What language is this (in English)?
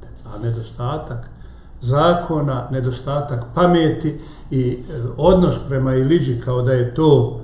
Bosnian